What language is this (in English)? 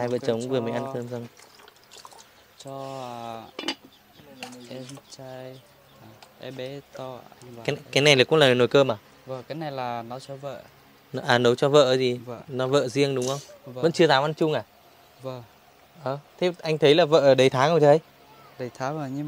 Vietnamese